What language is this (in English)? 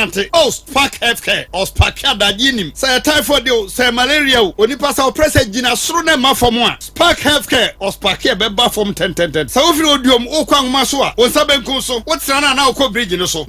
Akan